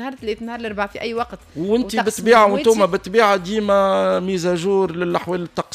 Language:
Tunisian Arabic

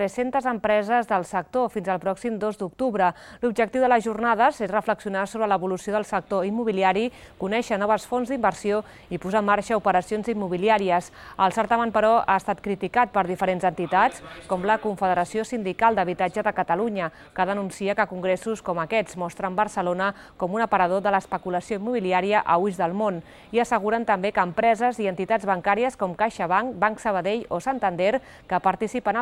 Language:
Catalan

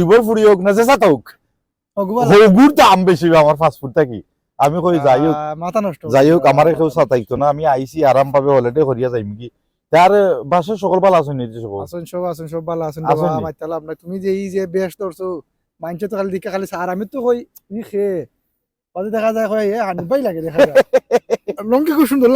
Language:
Sylheti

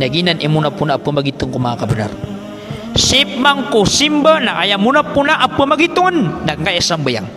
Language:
Maranao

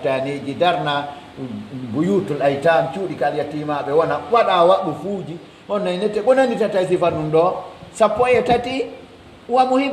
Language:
Pular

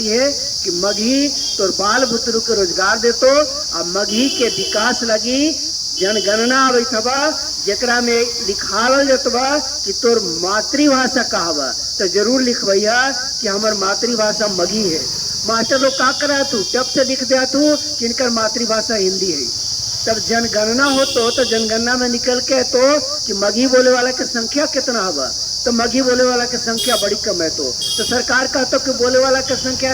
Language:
Magahi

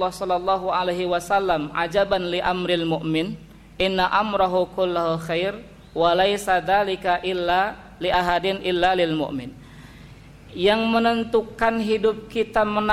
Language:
Indonesian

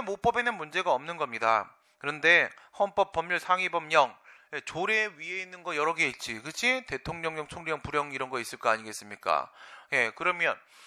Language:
Korean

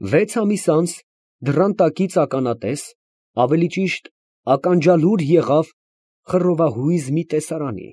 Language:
Armenian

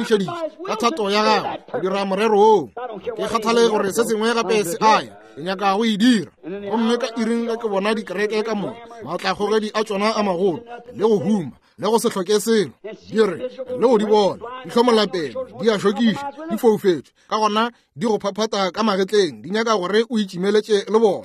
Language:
Northern Sotho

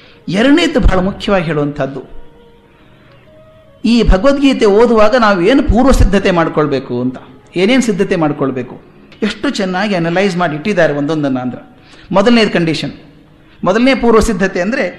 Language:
Kannada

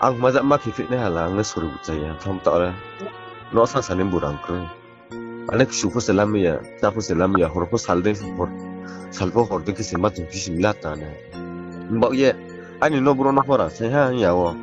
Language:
Riang (India)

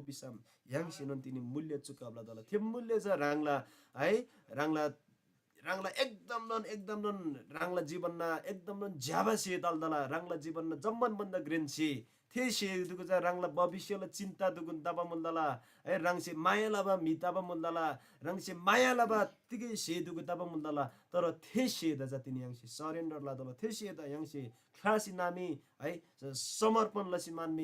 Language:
Eastern Tamang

